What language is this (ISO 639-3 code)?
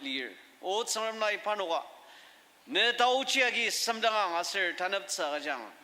njo